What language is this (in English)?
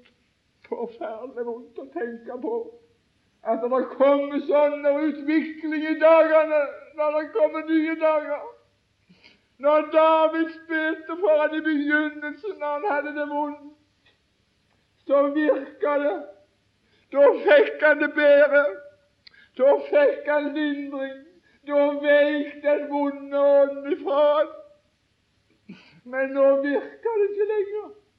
Norwegian